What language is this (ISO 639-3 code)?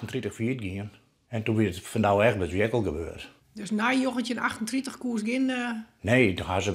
fry